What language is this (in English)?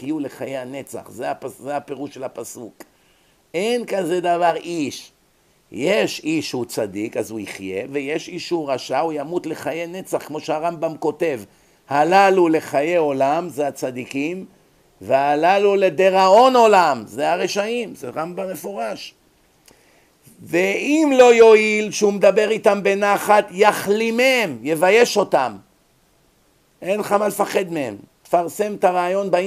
Hebrew